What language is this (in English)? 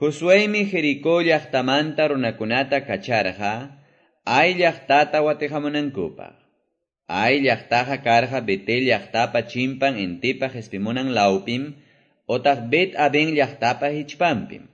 Quechua